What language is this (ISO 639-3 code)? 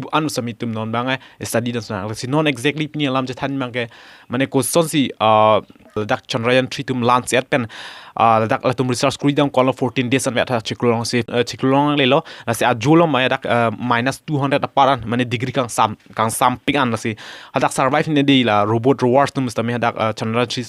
mjw